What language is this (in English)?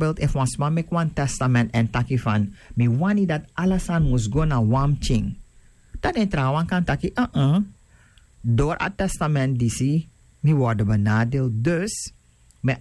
Sranan Tongo